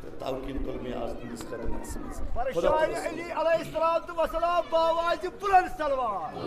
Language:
Kashmiri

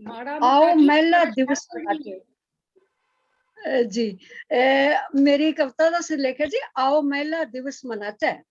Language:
Dogri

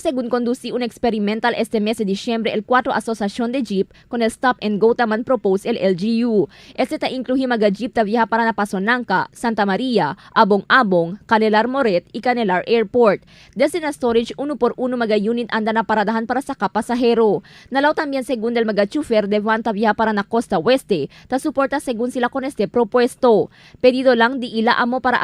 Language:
Chavacano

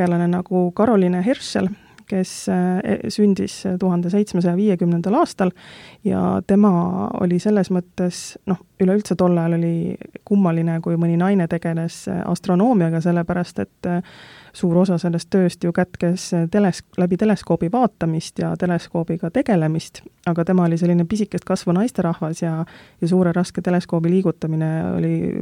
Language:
Estonian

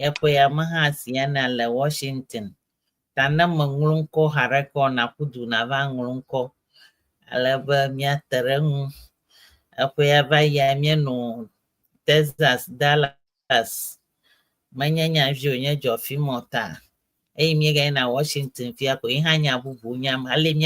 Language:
Ewe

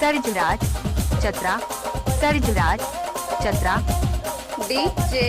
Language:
Sadri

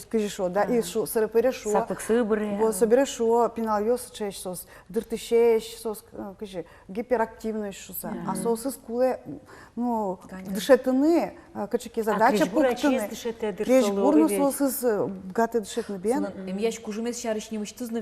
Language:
Udmurt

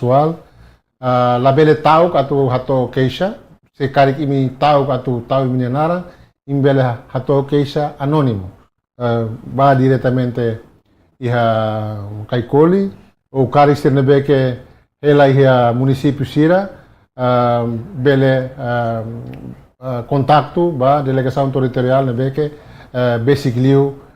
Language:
Tetum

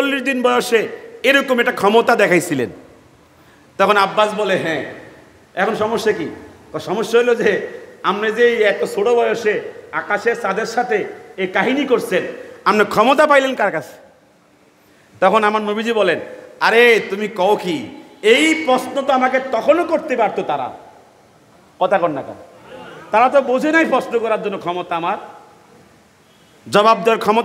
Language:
Bangla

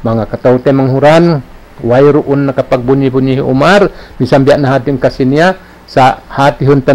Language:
Tausug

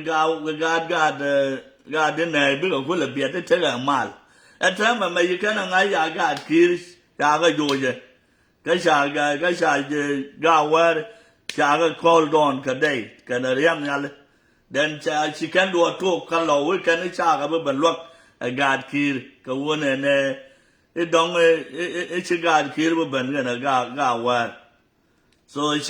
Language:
Nuer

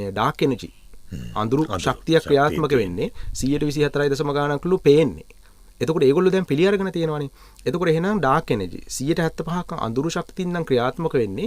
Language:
Sinhala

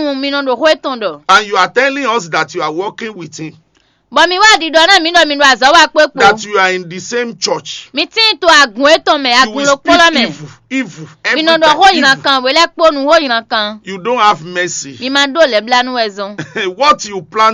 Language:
Fon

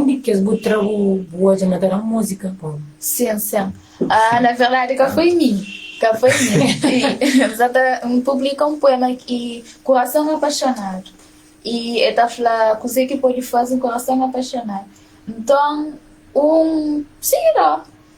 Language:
Kabuverdianu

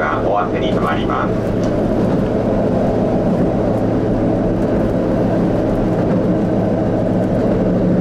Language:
Japanese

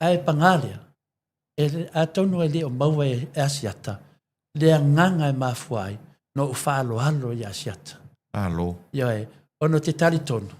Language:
Samoan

